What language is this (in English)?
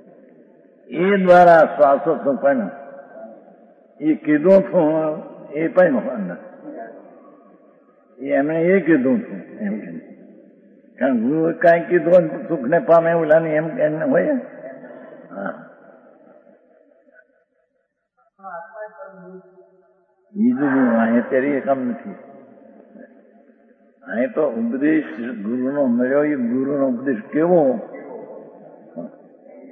Gujarati